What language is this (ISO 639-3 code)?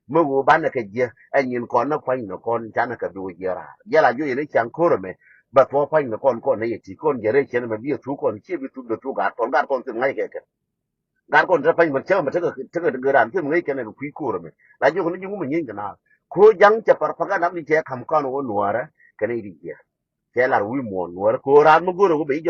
nus